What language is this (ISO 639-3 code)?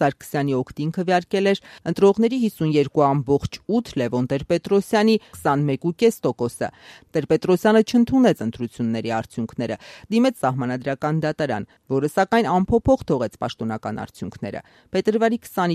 hye